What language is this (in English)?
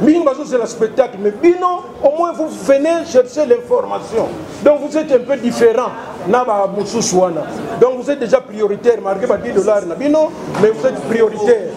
Lingala